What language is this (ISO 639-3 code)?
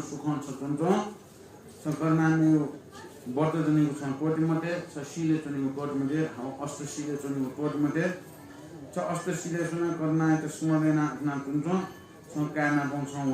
new